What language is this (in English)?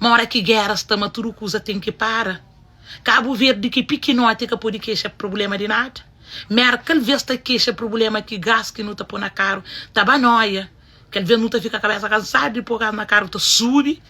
Kabuverdianu